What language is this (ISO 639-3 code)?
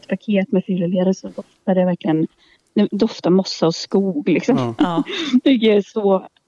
swe